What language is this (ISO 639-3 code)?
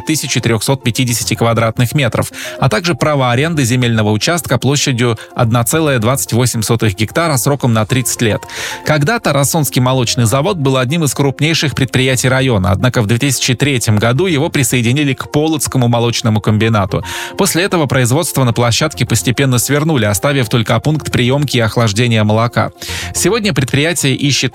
rus